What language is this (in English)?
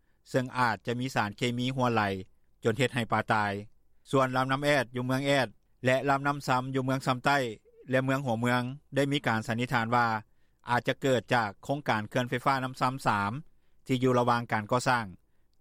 Lao